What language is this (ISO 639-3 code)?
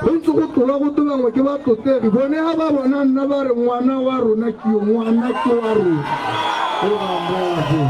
tsn